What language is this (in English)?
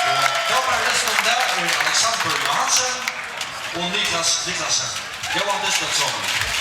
Faroese